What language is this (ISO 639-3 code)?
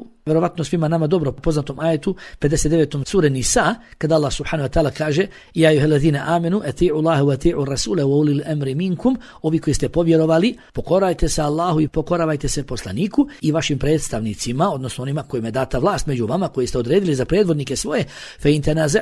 bos